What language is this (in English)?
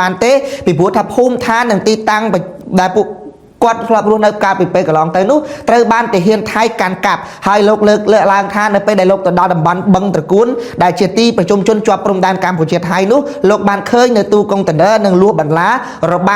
Khmer